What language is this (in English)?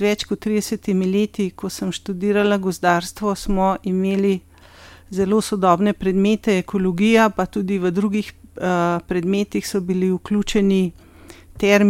Slovenian